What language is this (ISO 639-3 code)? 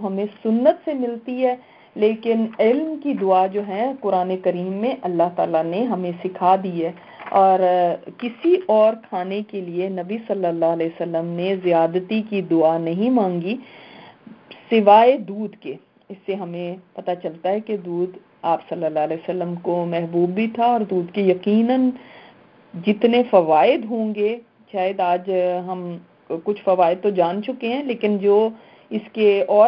urd